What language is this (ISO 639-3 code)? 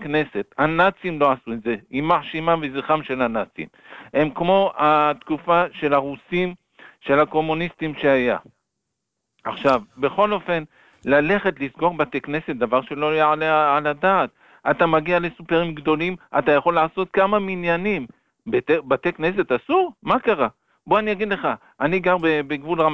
heb